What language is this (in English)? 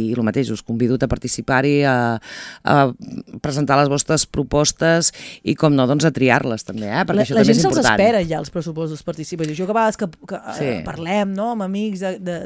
Catalan